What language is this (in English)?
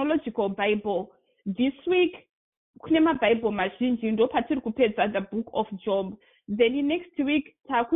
Shona